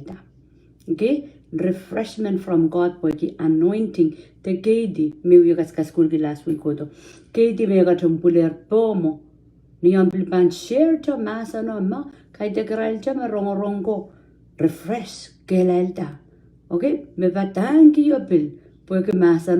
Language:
Pohnpeian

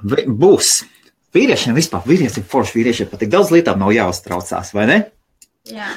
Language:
Latvian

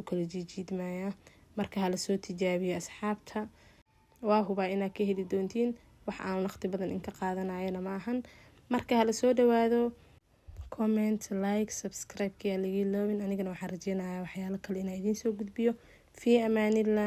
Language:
Somali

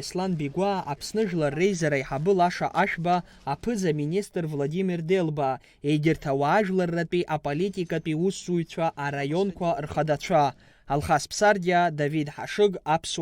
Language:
Abkhazian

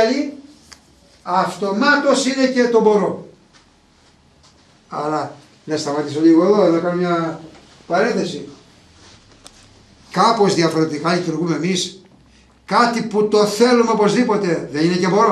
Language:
Greek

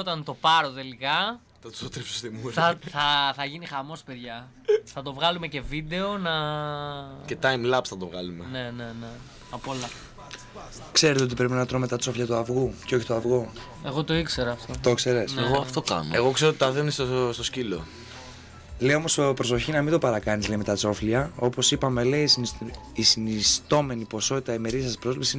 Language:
Greek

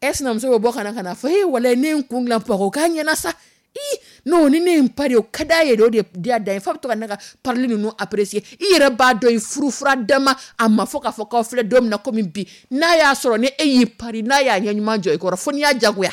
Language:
Dyula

